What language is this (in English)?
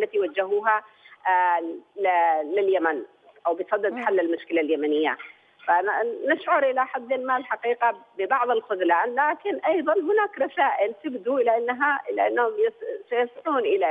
Arabic